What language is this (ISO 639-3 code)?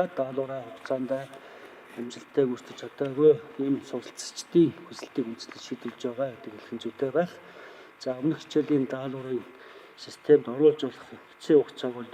mon